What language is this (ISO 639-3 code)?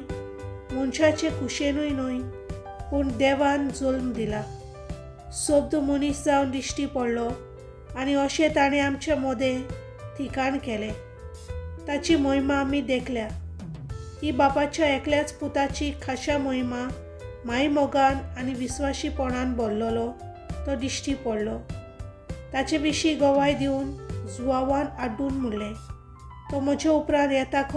kok